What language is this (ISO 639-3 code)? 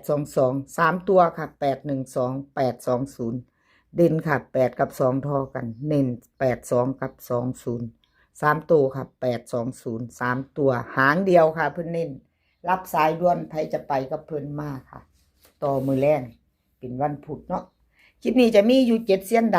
tts